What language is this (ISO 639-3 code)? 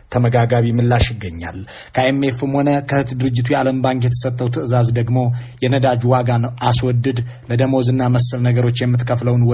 amh